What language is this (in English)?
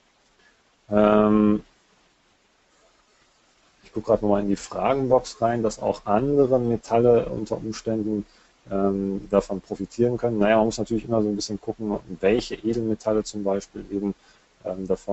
German